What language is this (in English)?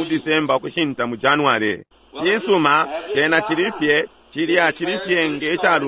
Bemba